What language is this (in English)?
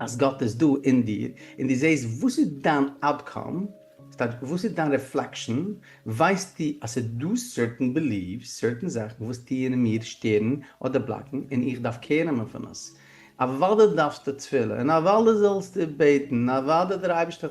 Yiddish